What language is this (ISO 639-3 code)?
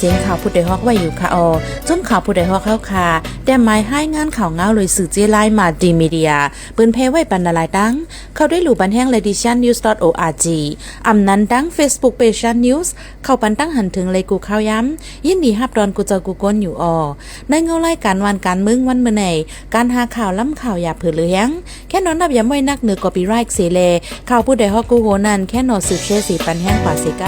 shn